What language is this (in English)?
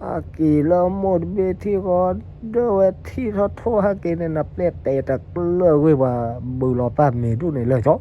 S'gaw Karen